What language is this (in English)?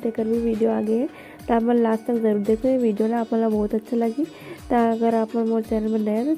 Chhattisgarhi